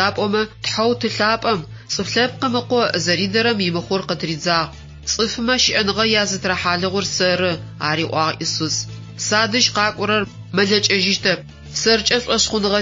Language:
Adyghe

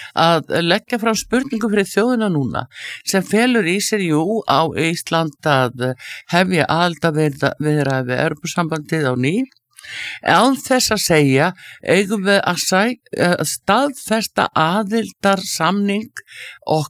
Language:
Icelandic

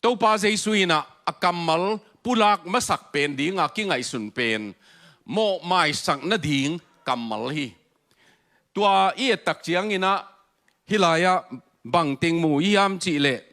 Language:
Tedim Chin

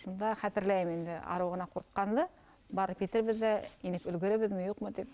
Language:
Bashkir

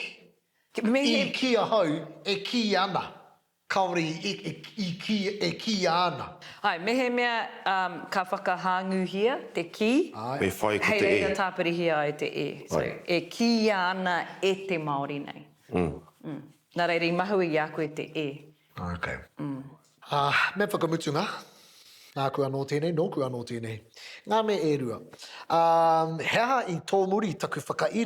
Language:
Māori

